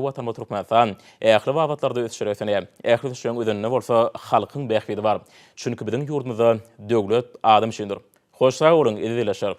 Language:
Turkmen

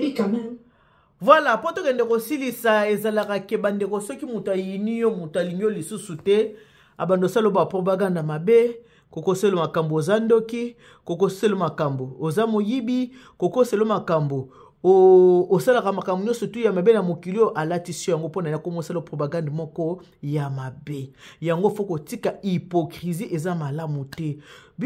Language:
Lingala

